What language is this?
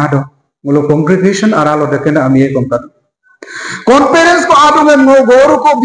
Adi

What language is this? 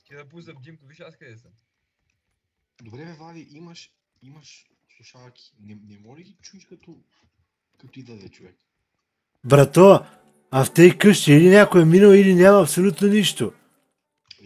Bulgarian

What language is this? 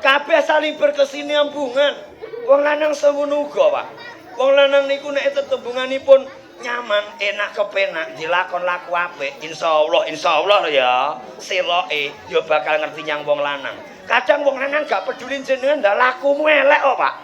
Javanese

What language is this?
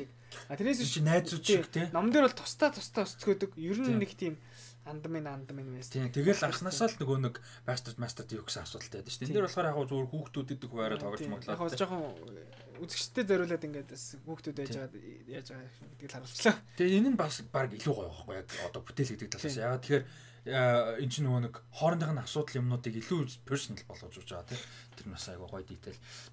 Mongolian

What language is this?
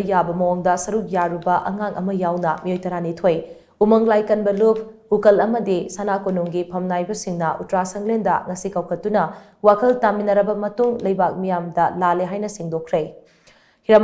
Manipuri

